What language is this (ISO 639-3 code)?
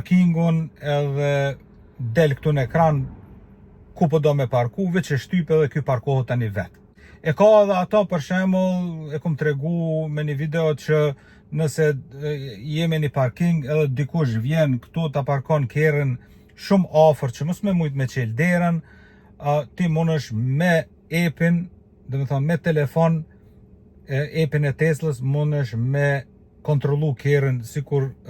sqi